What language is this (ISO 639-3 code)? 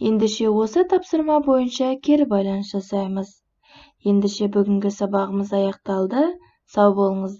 kaz